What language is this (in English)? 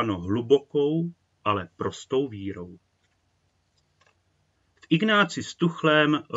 Czech